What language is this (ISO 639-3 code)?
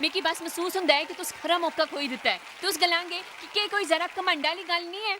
doi